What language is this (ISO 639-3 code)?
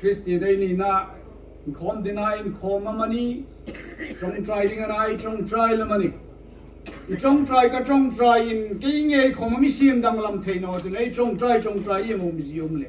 hmr